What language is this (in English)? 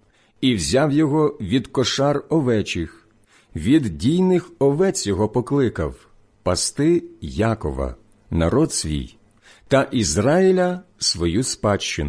Ukrainian